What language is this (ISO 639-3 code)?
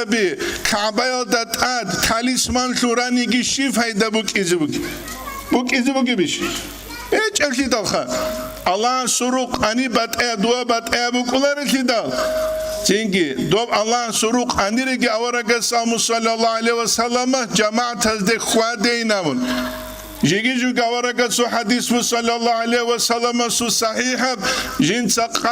ava